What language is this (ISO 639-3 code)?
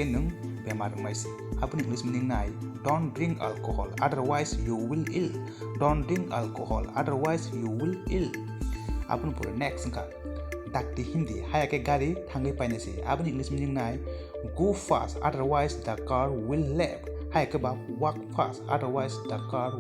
trp